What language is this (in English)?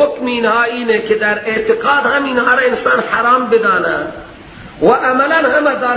Persian